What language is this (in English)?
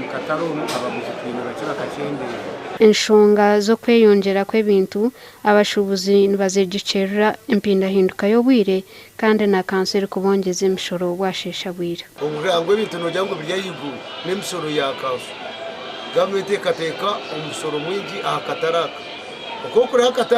Nyankole